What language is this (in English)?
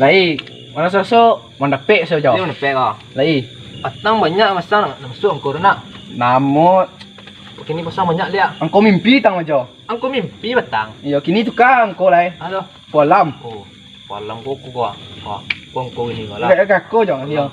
Minangkabau